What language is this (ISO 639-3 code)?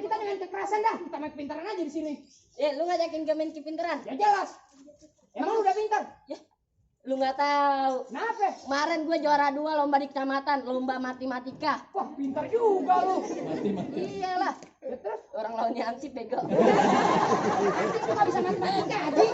bew